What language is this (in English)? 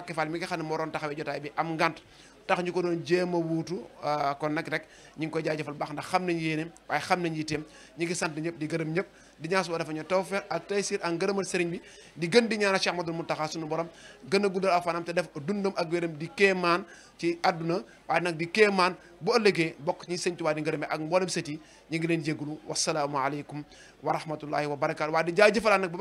Wolof